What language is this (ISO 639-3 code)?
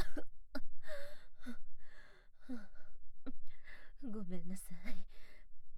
jpn